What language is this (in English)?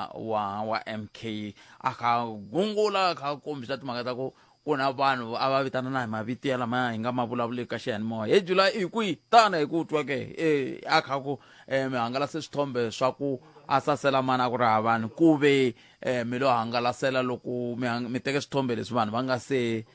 Tsonga